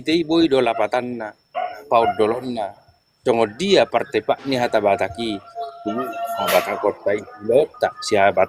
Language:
Batak Toba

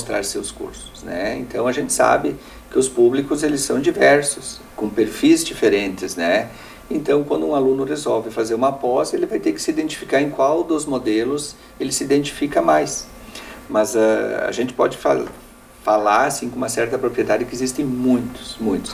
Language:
Portuguese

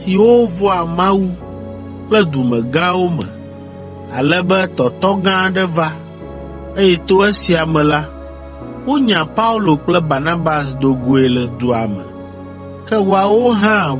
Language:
Ewe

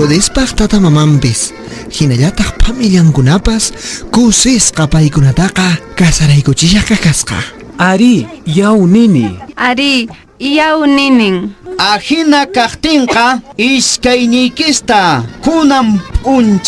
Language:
Quechua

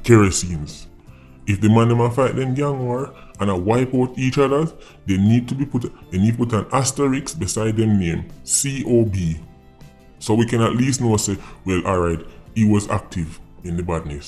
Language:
Jamaican Creole English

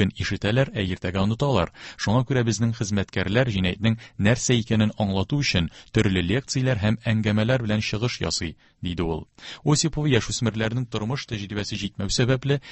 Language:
Tatar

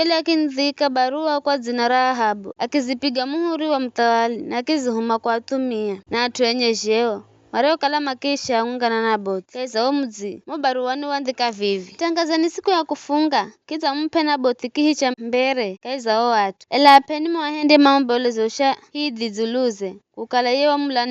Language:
Giryama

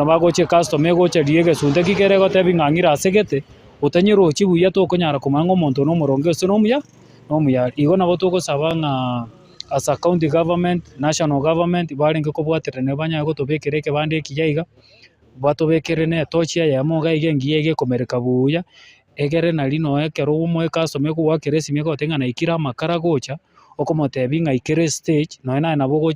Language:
Gusii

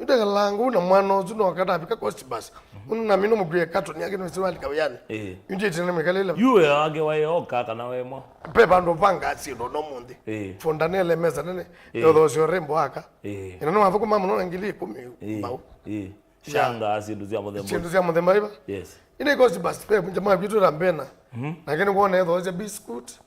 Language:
Kamba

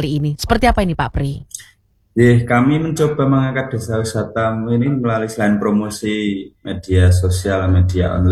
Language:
Indonesian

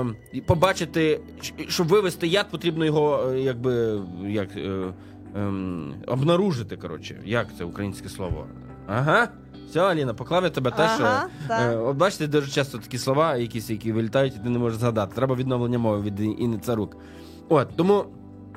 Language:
Ukrainian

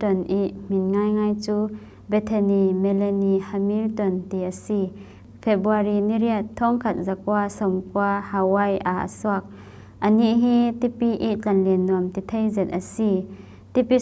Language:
Falam Chin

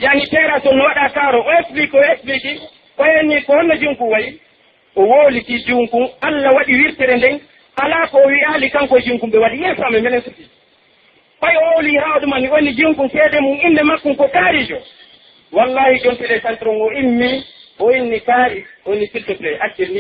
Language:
Pular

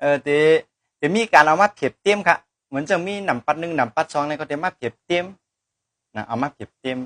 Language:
Shan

